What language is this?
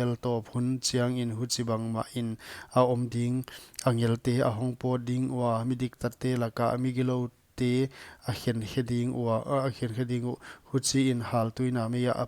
Paite Chin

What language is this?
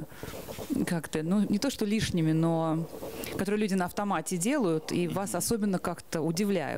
Russian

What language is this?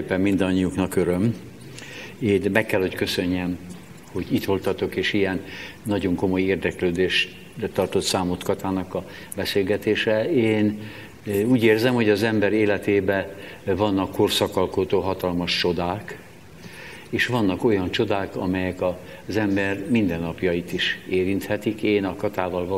Hungarian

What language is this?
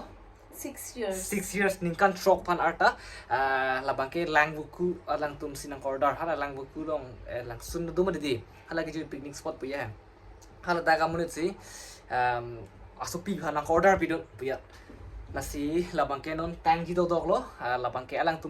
Karbi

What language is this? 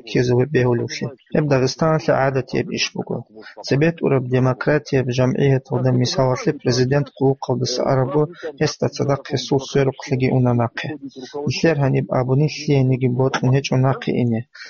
Avaric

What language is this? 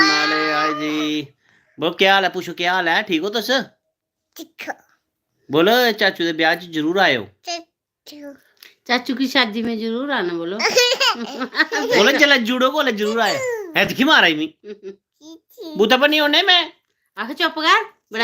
Dogri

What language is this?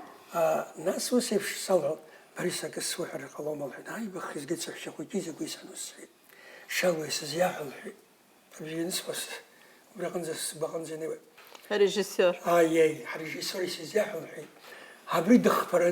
Abkhazian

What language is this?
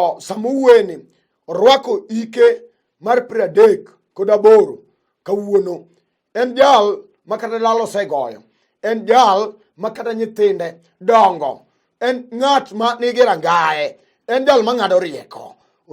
Luo (Kenya and Tanzania)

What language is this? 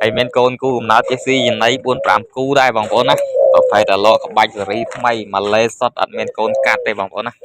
Khmer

